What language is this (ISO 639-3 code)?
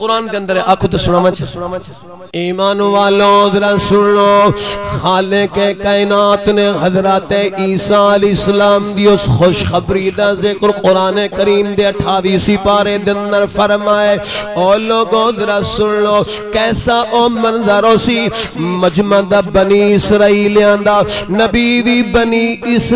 skr